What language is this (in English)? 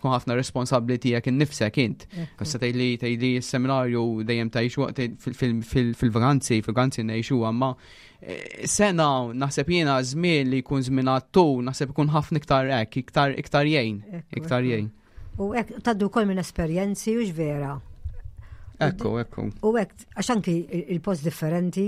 Maltese